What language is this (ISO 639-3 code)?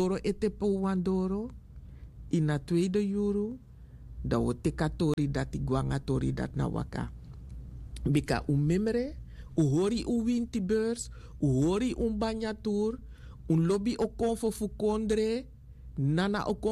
srn